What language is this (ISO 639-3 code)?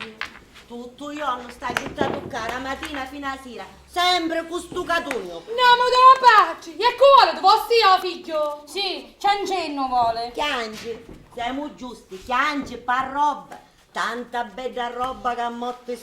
scn